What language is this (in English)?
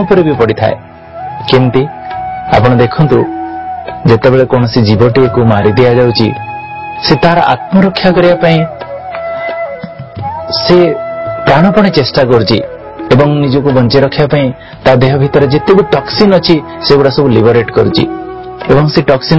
Odia